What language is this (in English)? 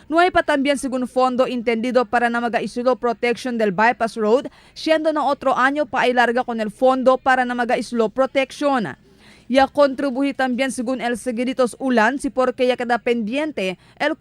Chavacano